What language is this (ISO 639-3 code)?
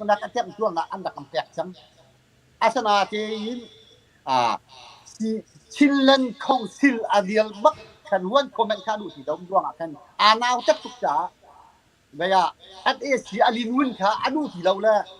cnh